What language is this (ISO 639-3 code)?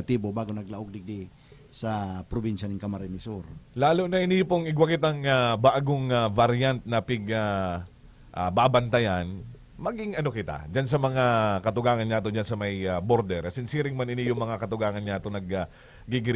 bik